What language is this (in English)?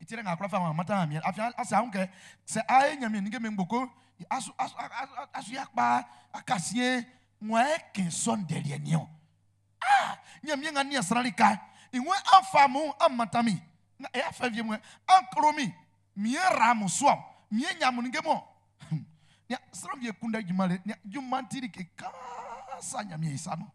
Baoulé